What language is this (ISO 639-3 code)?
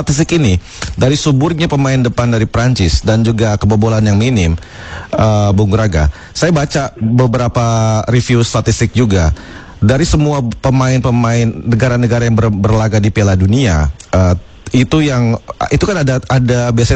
ind